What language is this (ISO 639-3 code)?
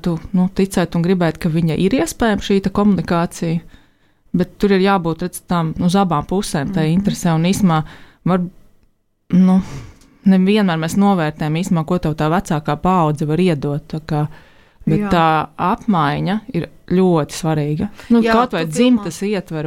lav